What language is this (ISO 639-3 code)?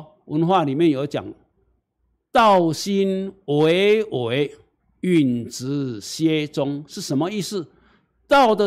zho